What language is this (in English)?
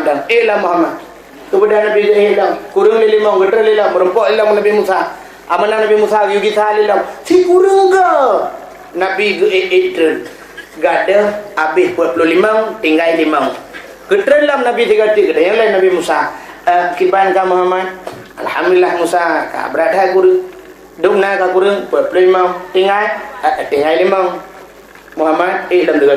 Achinese